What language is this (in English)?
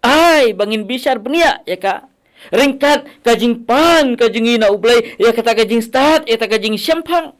Khasi